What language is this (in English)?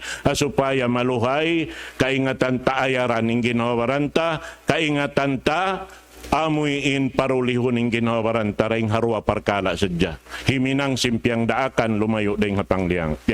Tausug